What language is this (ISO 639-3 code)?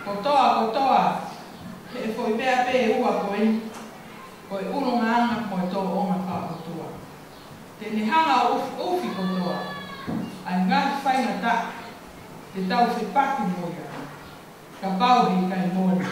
ton